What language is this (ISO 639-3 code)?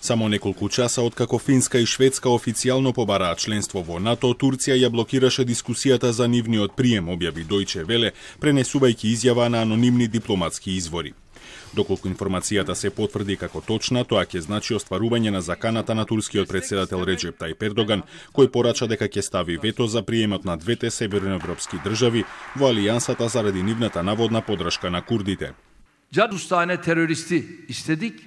mkd